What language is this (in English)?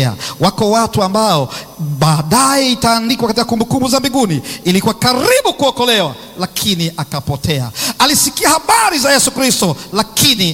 Swahili